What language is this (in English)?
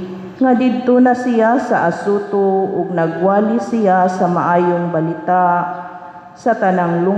Cebuano